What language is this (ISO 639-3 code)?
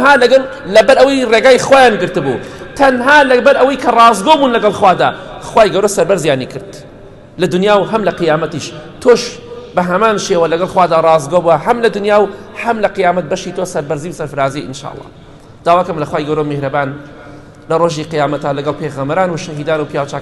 ckb